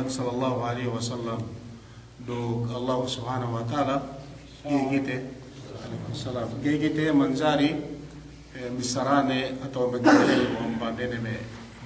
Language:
Yakan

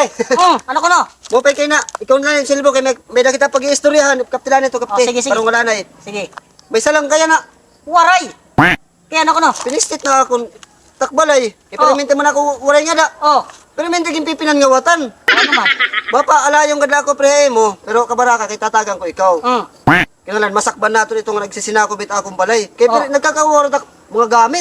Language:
Waray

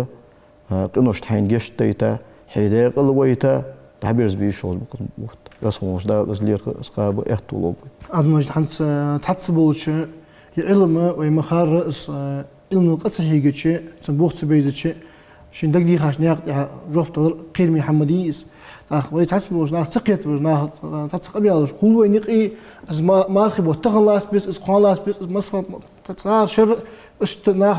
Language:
Ingush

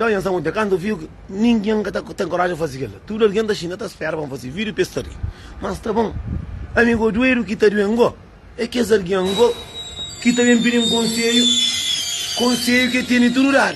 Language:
Kabuverdianu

